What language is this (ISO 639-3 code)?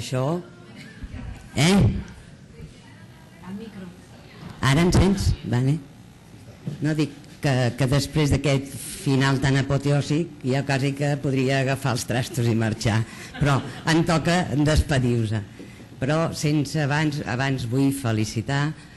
cat